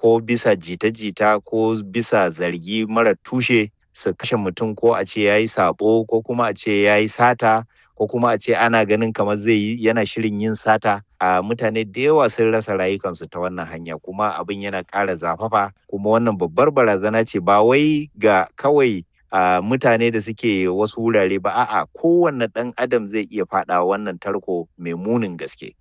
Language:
Hausa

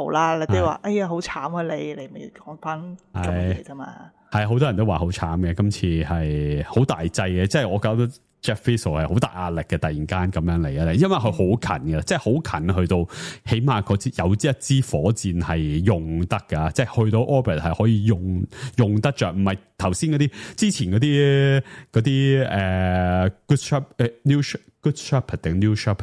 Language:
Cantonese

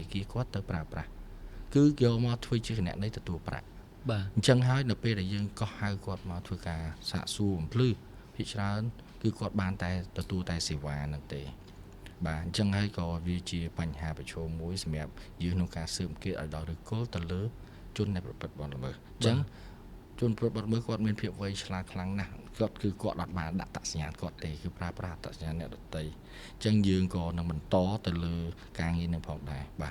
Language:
Khmer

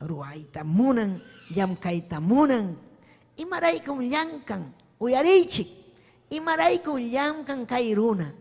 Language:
Ayacucho Quechua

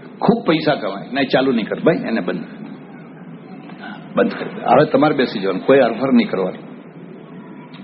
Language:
Gujarati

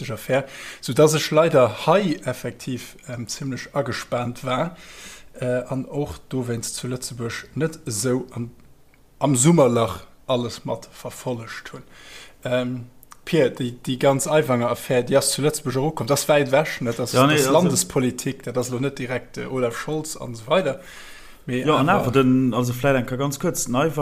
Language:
Luxembourgish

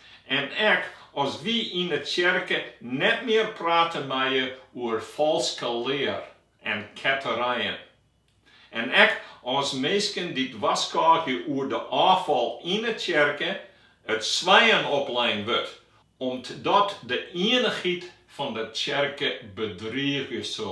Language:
Western Frisian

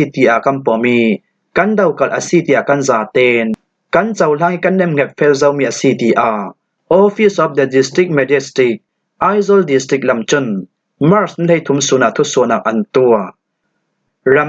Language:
Falam Chin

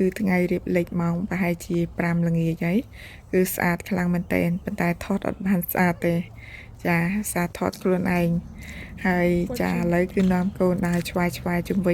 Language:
Khmer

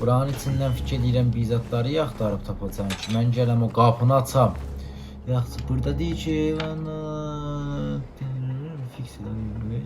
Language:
South Azerbaijani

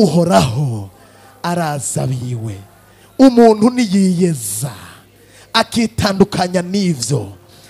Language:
Rundi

